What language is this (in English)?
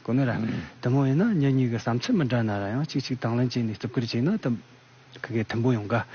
Tibetan